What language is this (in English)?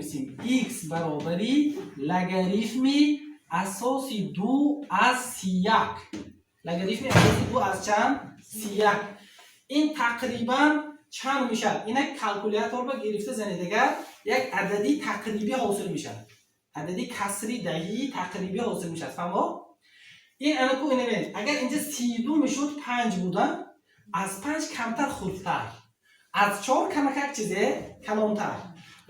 Tajik